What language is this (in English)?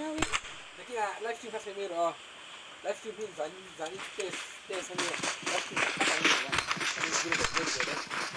Mizo